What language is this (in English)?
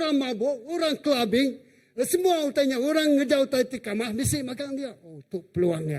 Iban